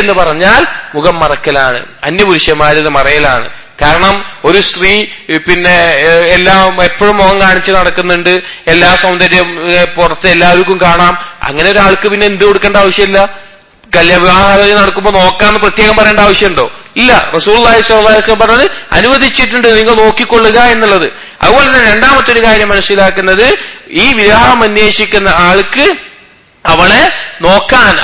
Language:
Malayalam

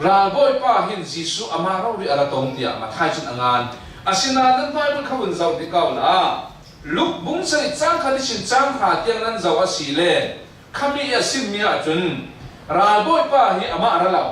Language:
Falam Chin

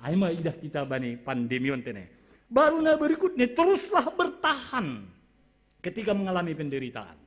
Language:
Batak Simalungun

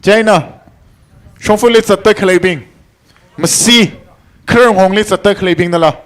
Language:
Tangkhul Naga (India)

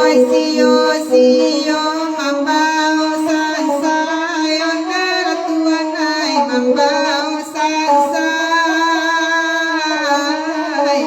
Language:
Minangkabau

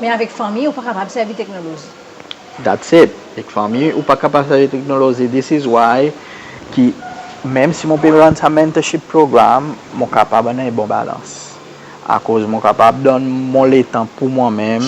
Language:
Seselwa Creole French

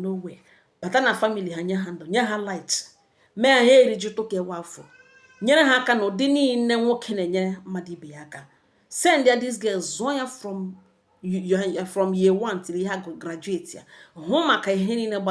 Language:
Igbo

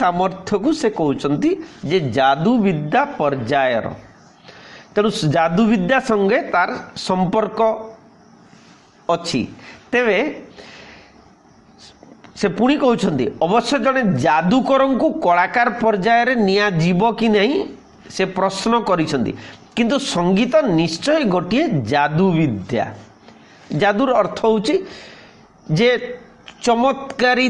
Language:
Odia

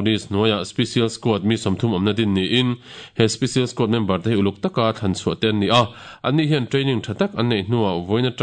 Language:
Mizo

